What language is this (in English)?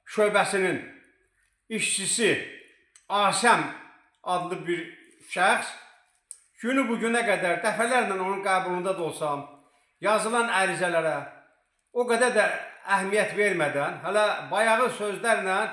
Azerbaijani